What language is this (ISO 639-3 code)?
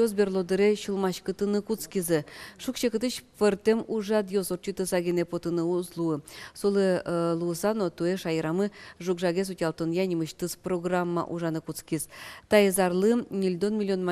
udm